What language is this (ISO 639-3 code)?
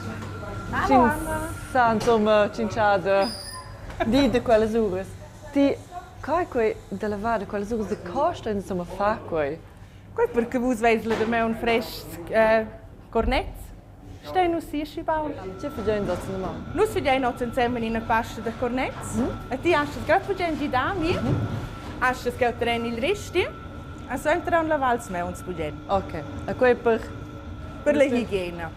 roh